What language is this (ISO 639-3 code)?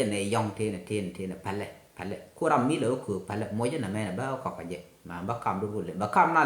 nus